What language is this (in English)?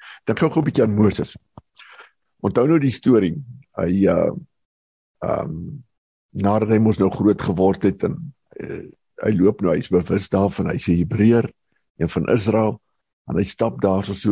Afrikaans